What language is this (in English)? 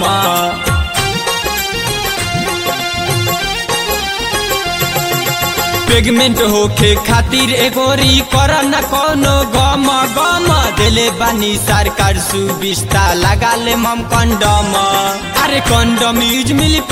Bhojpuri